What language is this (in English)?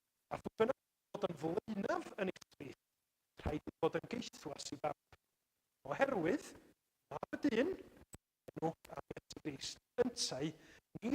Welsh